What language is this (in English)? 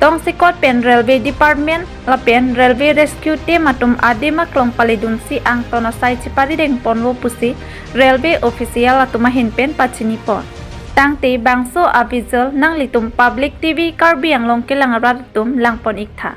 Karbi